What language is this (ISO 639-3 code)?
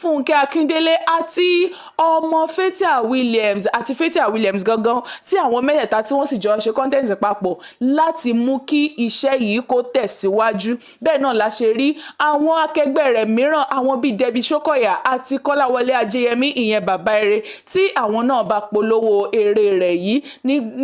yor